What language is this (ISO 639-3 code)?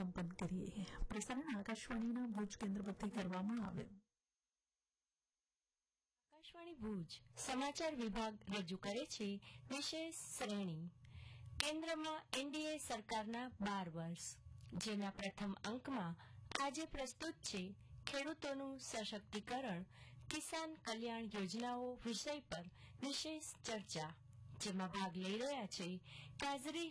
guj